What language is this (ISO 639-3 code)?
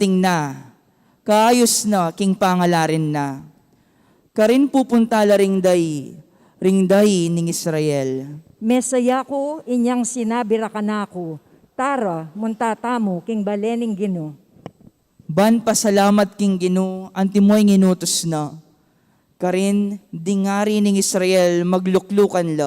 pam